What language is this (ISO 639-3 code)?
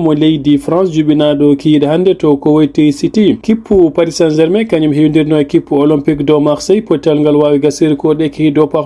ful